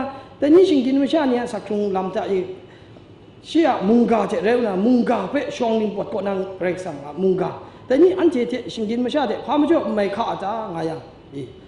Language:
Kachin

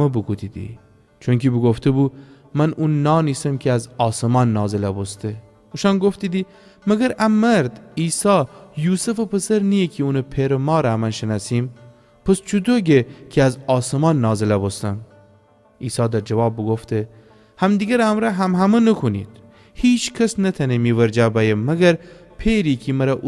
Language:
Gilaki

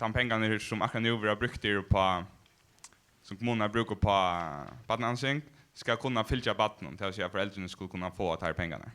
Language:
Faroese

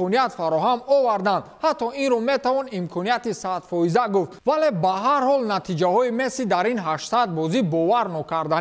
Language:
Tajik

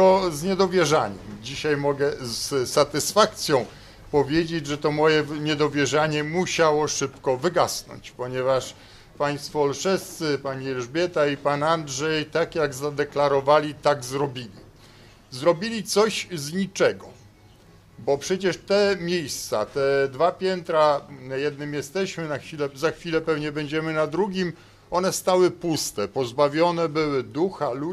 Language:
Polish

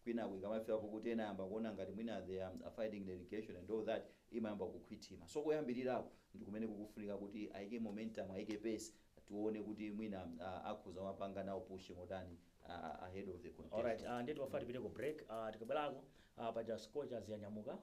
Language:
Nyanja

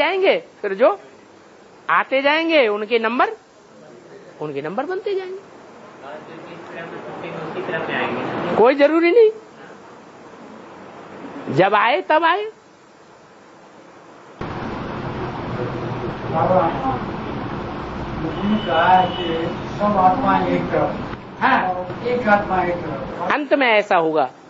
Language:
Hindi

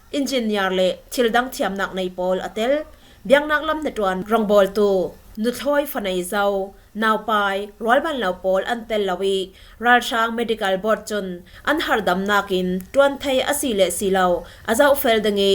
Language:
Falam Chin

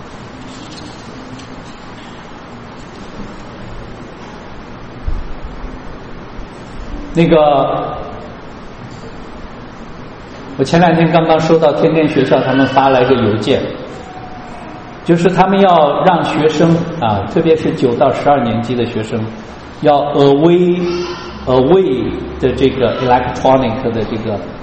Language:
Chinese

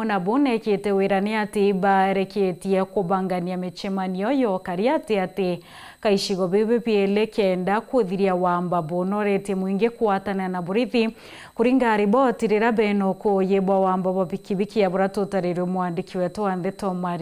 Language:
Meru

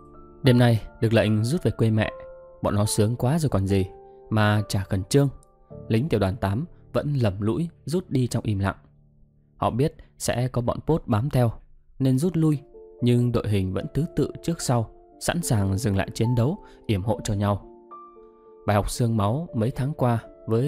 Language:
Vietnamese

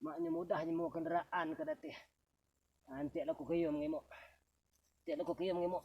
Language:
Minangkabau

